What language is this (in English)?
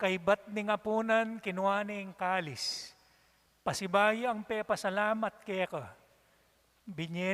Pampanga